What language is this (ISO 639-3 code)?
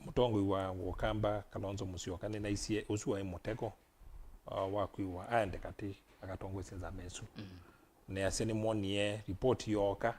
kam